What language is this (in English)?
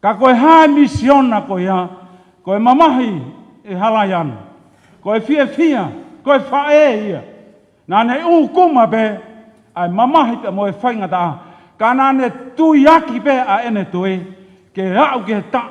Tongan